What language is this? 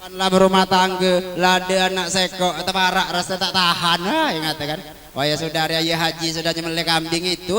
Musi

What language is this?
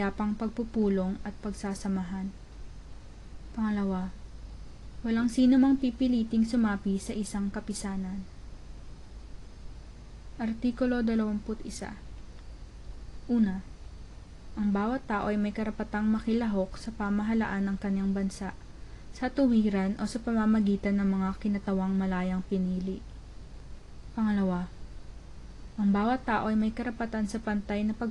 Filipino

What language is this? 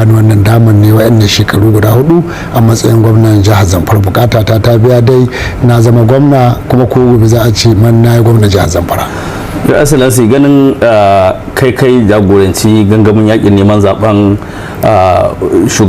Hausa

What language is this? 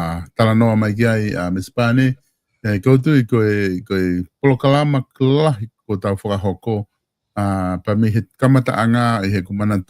Tongan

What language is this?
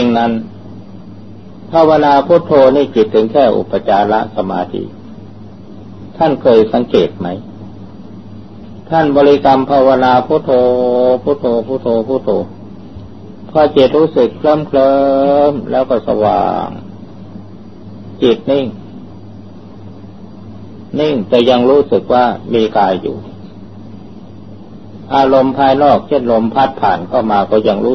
Thai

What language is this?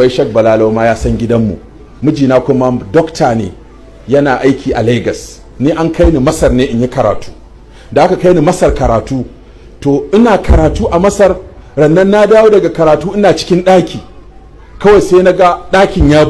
Hausa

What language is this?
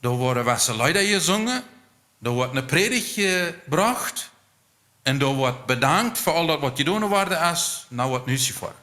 Plautdietsch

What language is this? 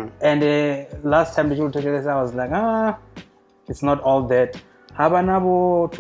Venda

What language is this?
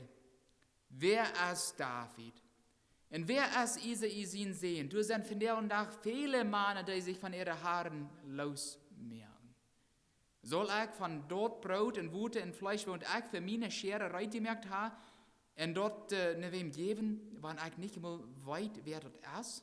Plautdietsch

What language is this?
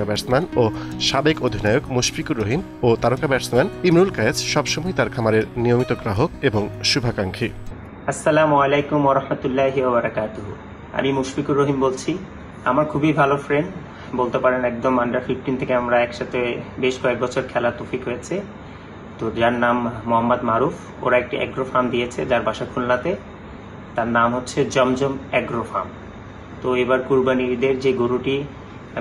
Bangla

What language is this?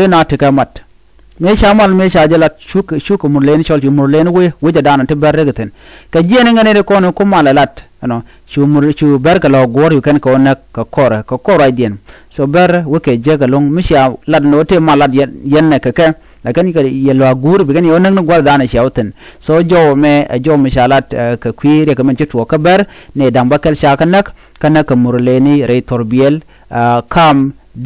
Nuer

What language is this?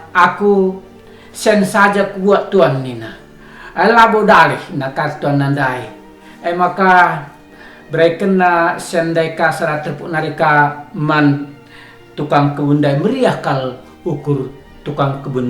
Batak Karo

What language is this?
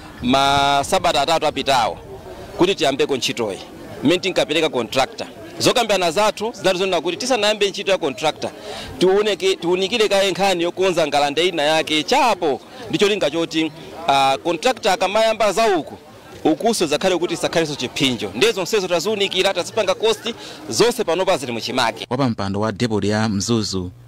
Nyanja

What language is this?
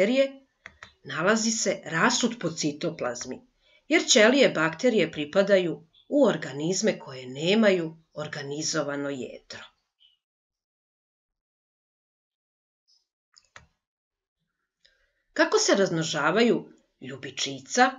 Serbian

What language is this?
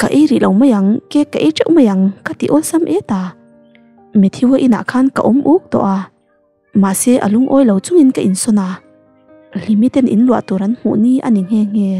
Mizo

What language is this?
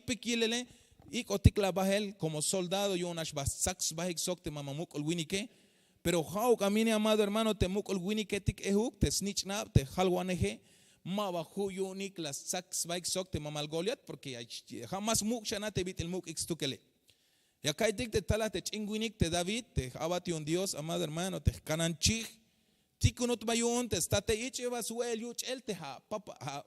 Tzeltal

